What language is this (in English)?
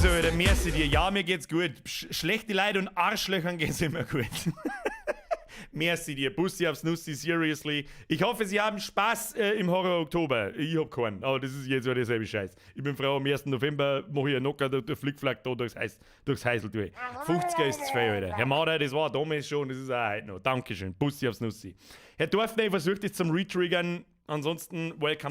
Bavarian